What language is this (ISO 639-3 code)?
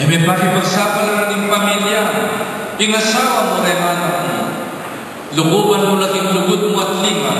pam